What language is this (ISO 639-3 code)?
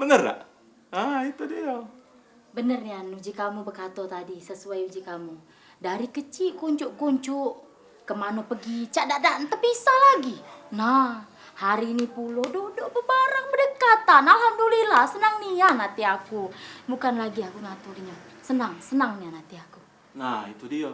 mui